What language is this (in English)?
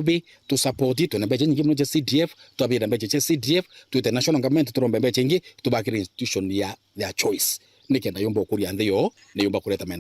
Meru